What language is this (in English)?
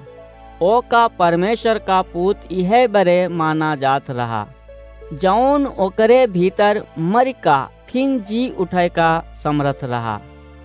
Awadhi